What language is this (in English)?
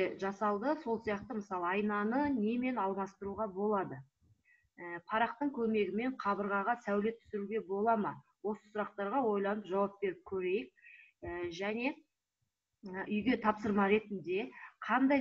Kazakh